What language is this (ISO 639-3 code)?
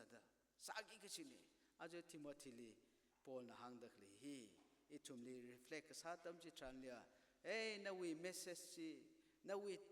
nmf